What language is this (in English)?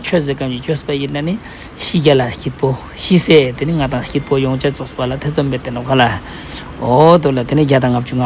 Ladakhi